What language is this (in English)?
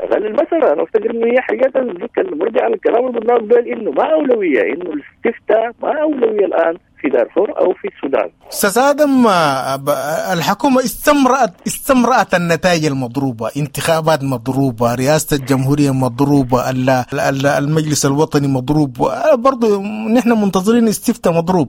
Sudanese Arabic